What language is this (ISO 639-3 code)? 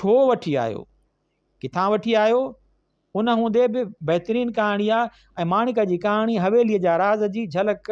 snd